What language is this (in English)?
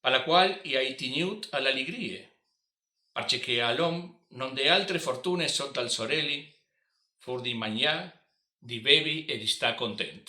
Friulian